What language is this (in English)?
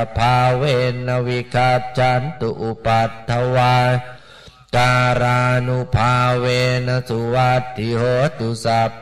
Pali